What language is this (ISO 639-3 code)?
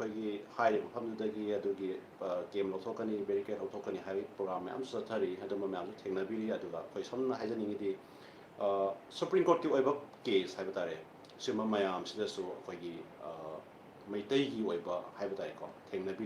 mni